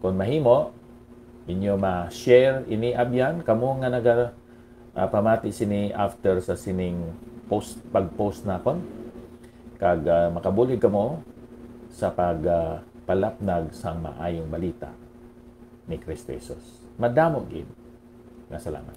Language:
Hiligaynon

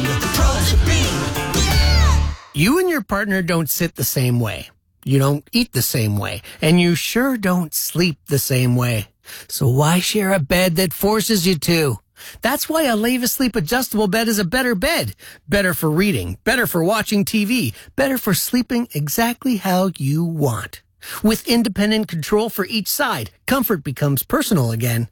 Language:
English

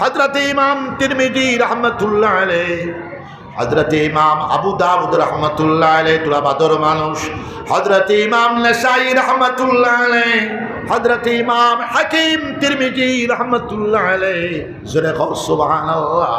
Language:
Sylheti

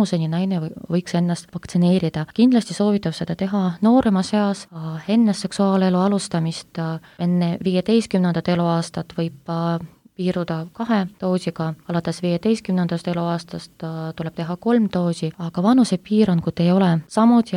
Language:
Estonian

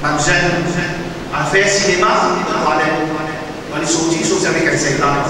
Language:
Morisyen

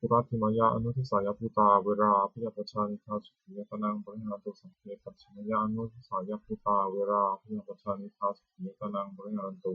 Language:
Pali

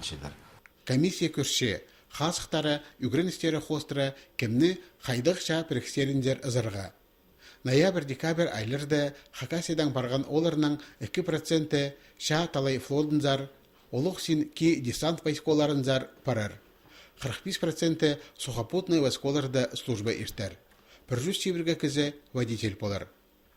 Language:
Khakas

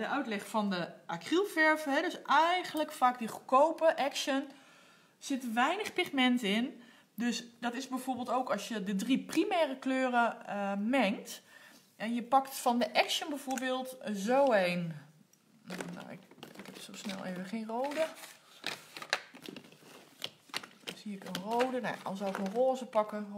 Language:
Dutch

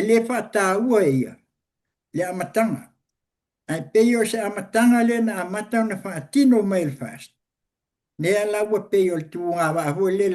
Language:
Samoan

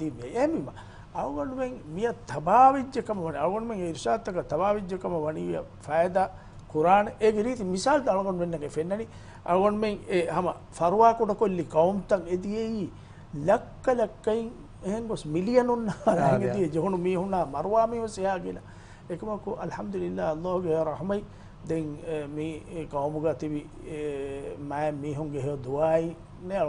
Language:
Divehi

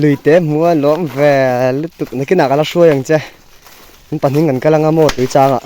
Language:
Mizo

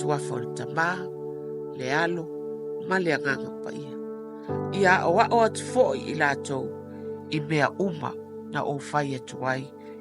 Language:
Samoan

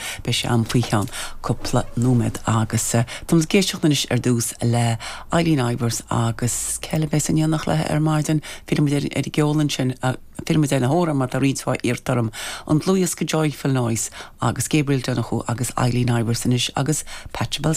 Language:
Irish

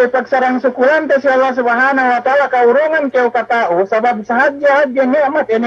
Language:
Yakan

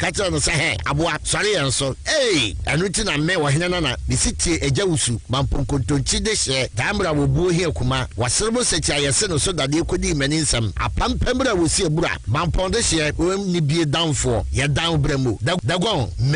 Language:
Akan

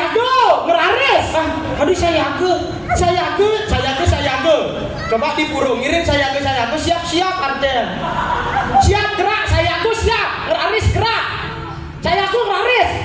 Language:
Balinese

